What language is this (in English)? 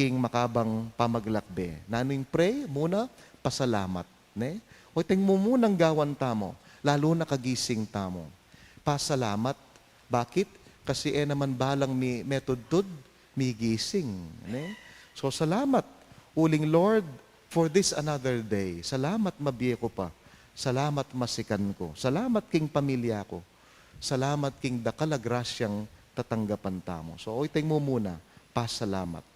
Pampanga